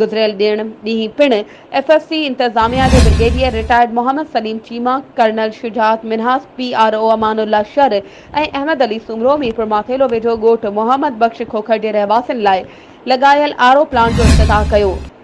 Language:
Sindhi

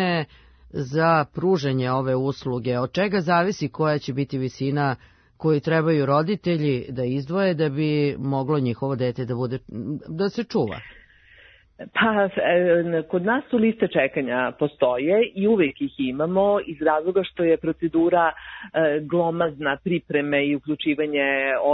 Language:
Serbian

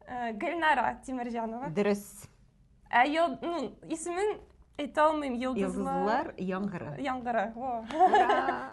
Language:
Tatar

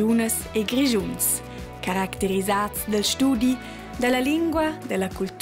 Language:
Romansh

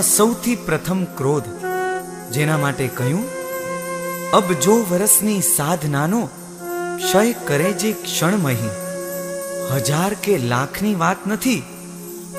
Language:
Gujarati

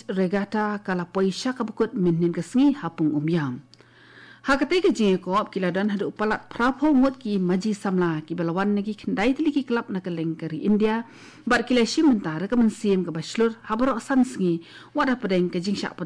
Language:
Khasi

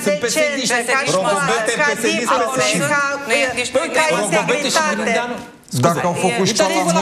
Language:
Romanian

